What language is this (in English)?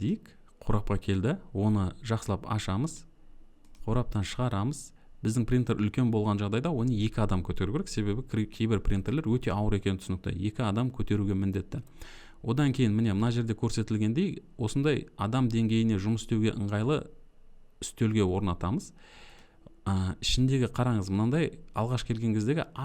Kazakh